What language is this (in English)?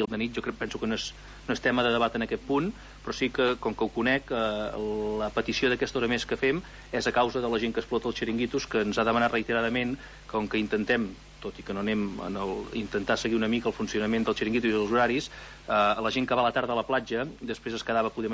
Catalan